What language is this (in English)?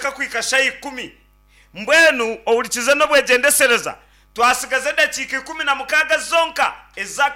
Nyankole